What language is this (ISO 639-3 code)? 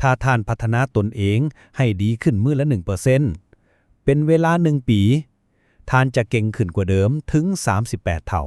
lao